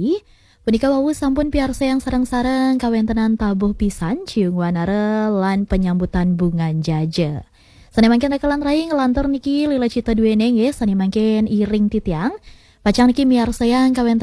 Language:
Balinese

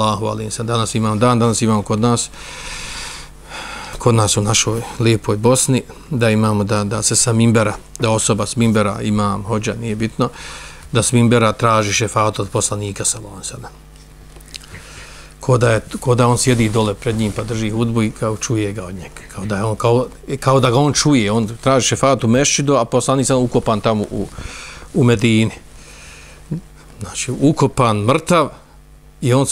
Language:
Bosnian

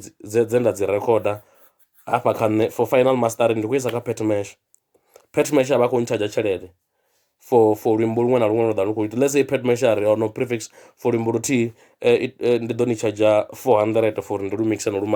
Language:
Venda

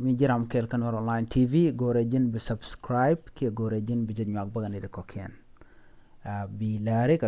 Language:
Nuer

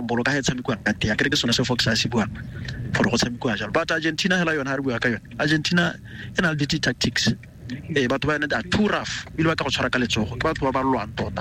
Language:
Tswana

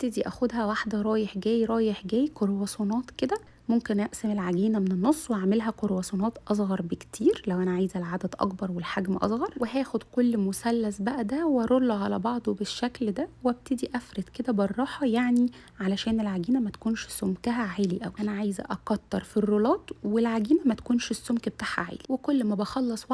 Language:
Egyptian Arabic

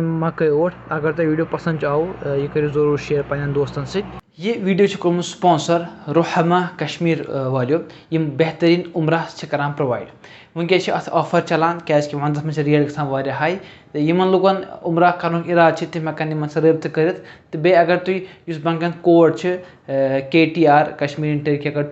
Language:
Kashmiri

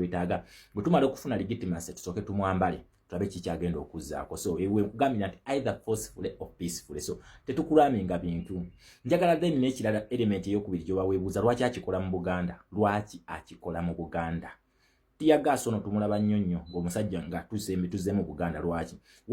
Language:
Ganda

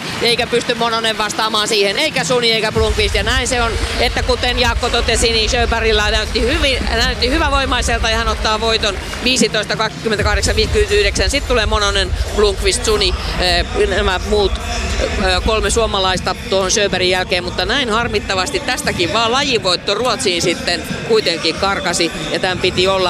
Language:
Finnish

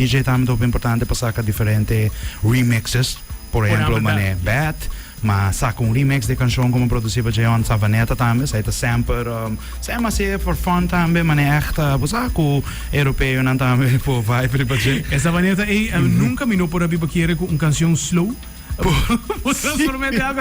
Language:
Papiamento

